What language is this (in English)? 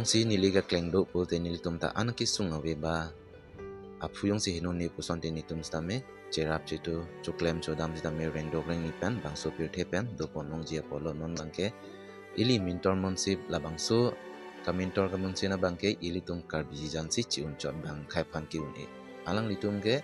Karbi